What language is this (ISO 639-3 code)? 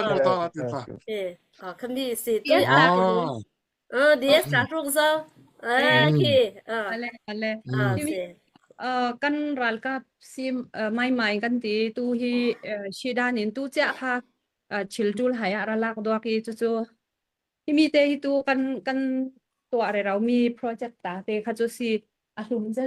cfm